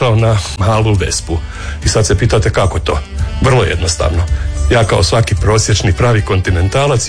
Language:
Croatian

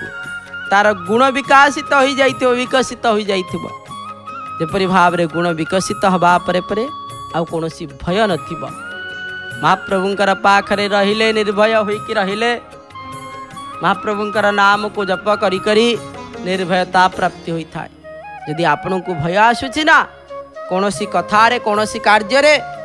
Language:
Odia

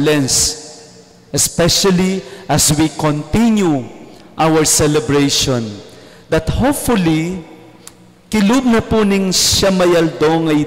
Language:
Pampanga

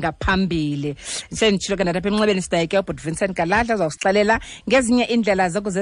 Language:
Xhosa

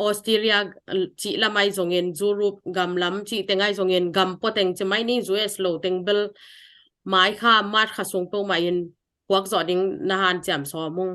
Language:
Tedim Chin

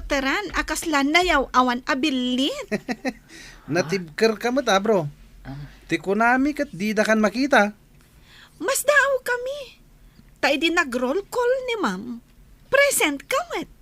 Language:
Iloko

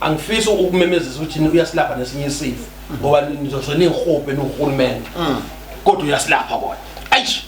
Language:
Zulu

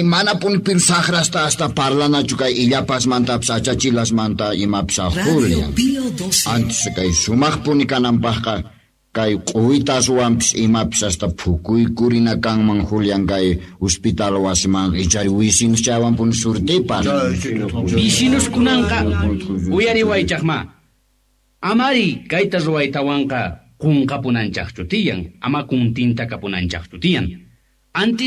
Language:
Quechua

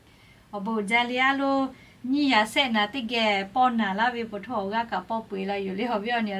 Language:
Lahu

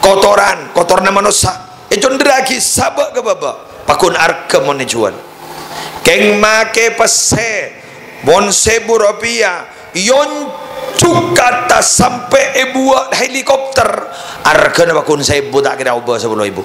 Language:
Madurese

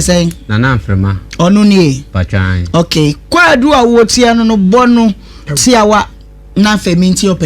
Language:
Akan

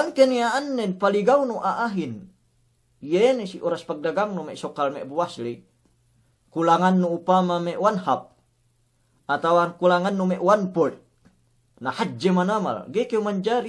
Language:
Yakan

